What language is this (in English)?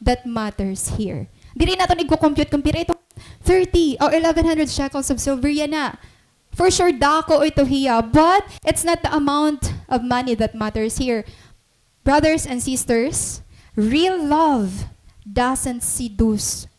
Waray